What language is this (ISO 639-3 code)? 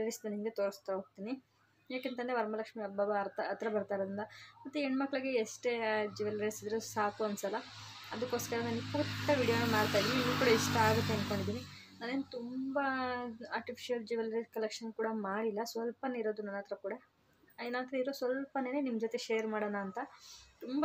kan